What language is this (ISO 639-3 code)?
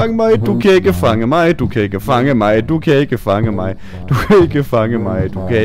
dan